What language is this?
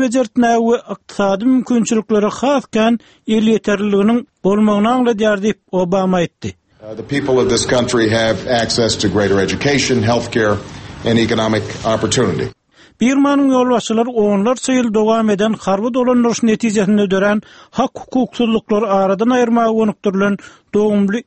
Turkmen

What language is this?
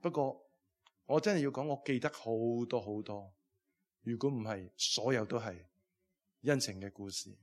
Cantonese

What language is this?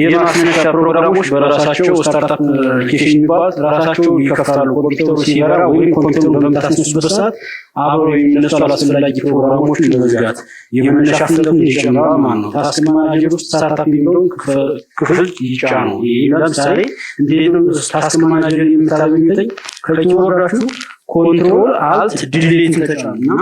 Amharic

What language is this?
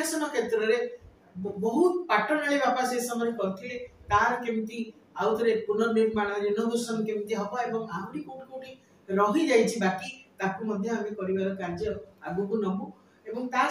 Odia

